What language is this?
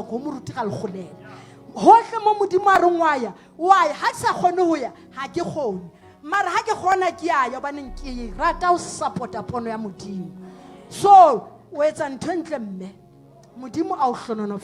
Southern Sotho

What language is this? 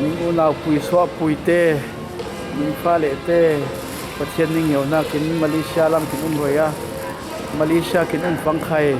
Falam Chin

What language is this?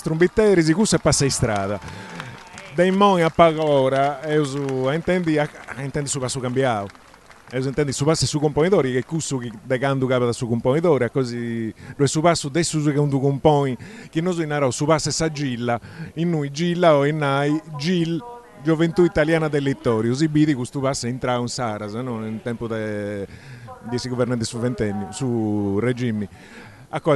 Sardinian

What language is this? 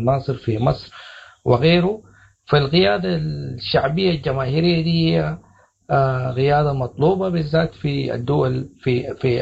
Sudanese Arabic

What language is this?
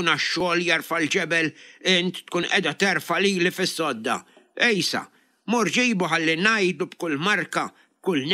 Maltese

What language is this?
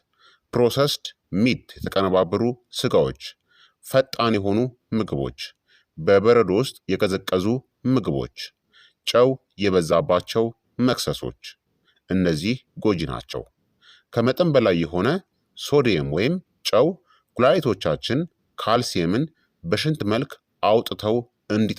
Amharic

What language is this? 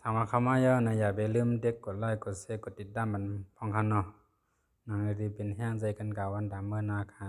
Shan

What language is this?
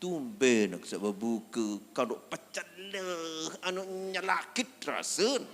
Sasak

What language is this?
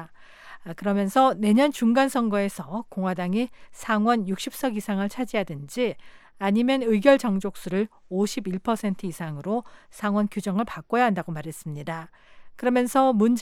Korean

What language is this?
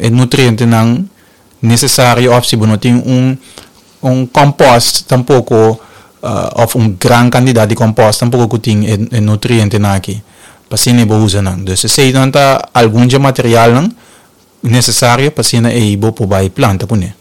Papiamento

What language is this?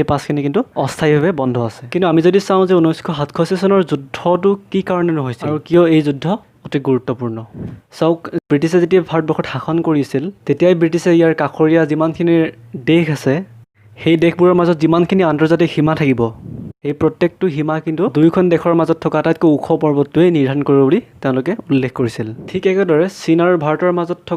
Assamese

